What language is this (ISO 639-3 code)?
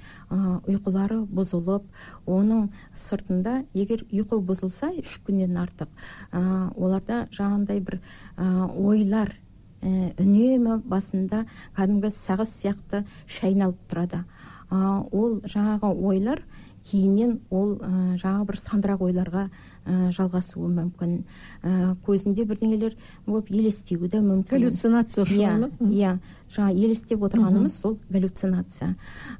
kaz